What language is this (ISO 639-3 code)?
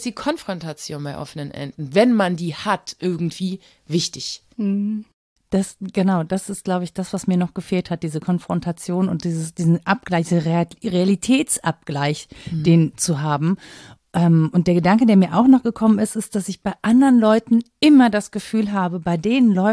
deu